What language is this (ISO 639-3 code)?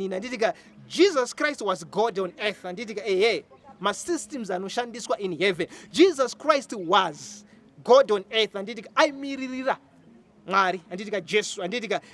sna